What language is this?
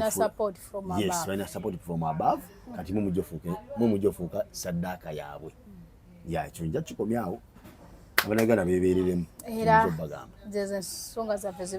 Ganda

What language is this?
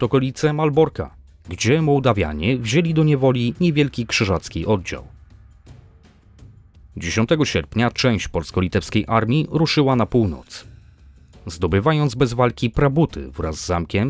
Polish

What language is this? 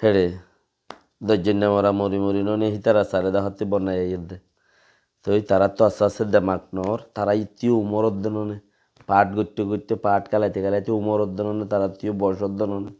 Rohingya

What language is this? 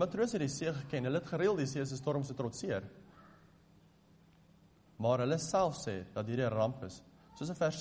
Afrikaans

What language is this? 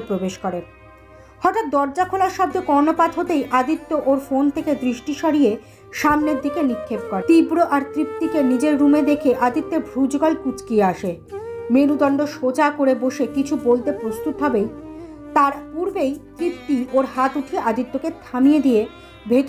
Bangla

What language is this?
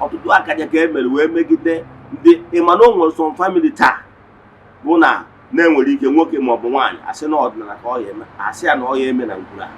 Igbo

